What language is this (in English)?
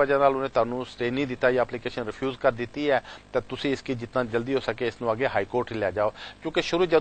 Punjabi